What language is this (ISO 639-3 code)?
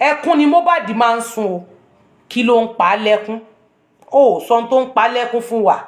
yor